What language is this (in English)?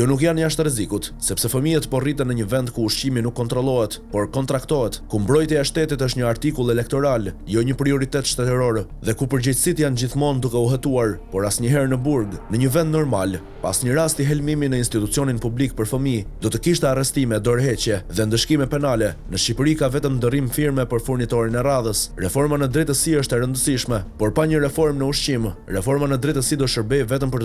Albanian